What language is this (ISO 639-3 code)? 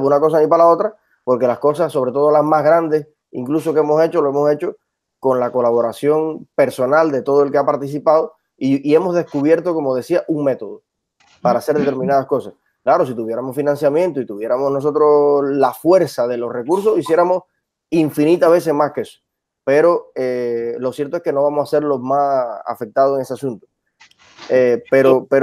spa